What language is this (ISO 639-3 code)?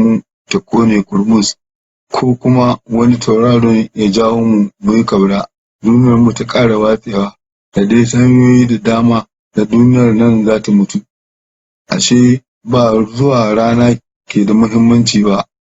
hau